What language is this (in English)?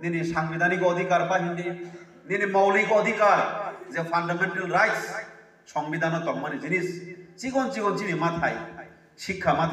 Kok Borok